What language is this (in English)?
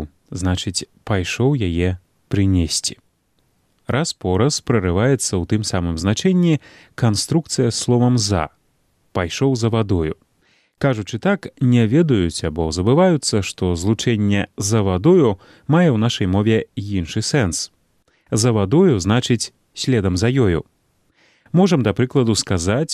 Belarusian